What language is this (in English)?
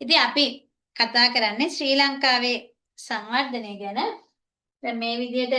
Sinhala